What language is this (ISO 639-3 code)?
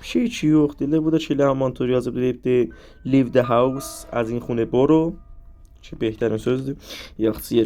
aze